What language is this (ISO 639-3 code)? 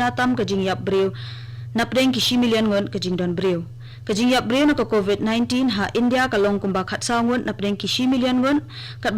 kha